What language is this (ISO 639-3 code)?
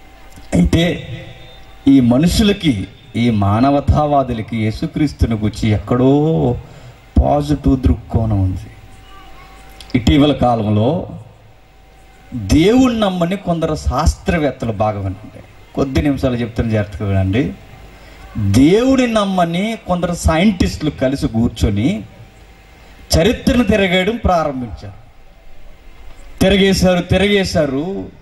tel